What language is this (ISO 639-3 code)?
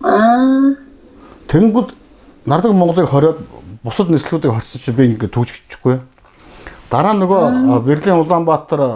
mon